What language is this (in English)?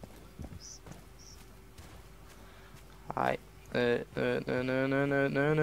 Swedish